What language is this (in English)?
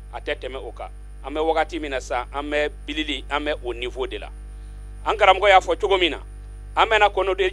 Bambara